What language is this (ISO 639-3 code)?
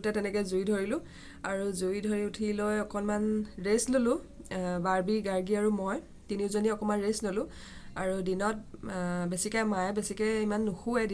asm